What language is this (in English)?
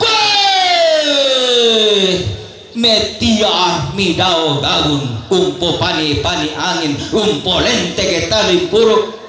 Toraja-Sa'dan